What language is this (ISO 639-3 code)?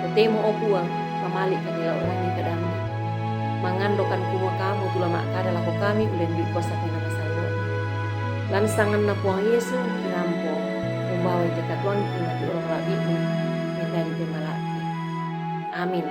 sda